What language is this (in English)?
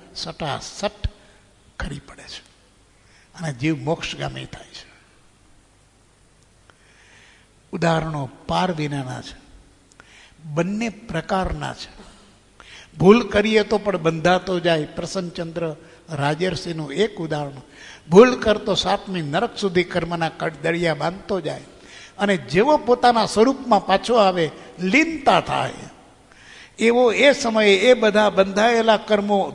Gujarati